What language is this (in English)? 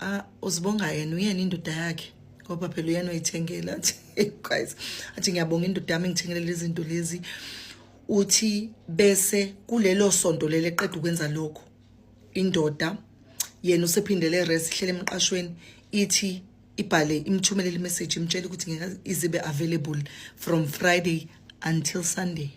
Zulu